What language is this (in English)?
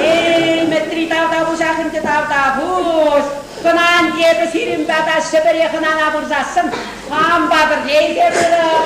Chuvash